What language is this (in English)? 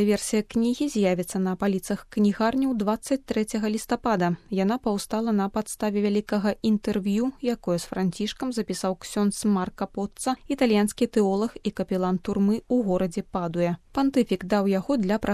Belarusian